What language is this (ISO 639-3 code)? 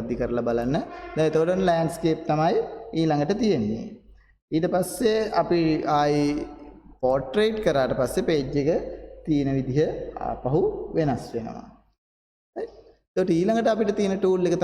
sin